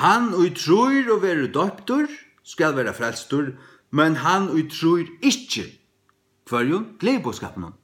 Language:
Faroese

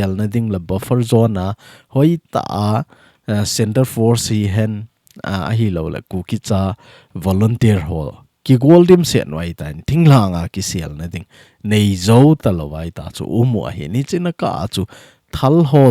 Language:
Thado Chin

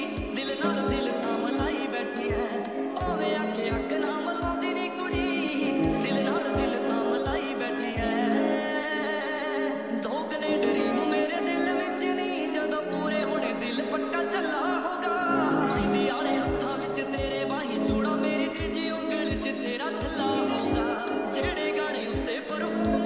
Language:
Punjabi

